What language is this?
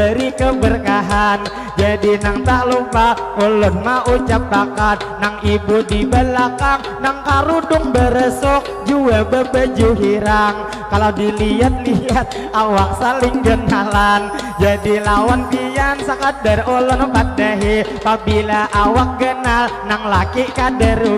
Banjar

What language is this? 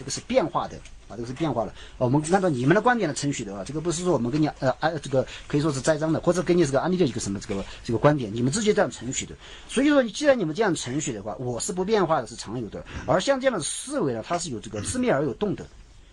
Chinese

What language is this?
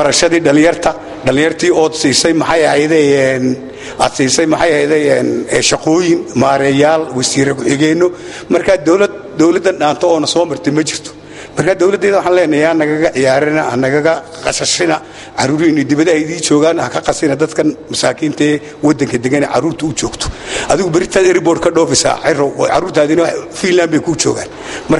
Somali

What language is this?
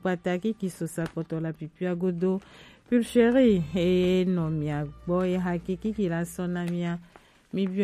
Gen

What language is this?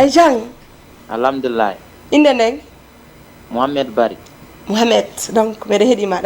Fula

